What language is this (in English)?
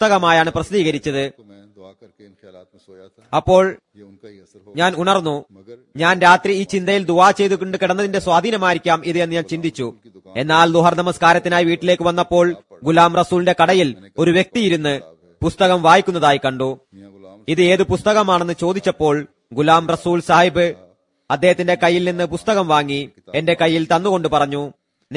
Malayalam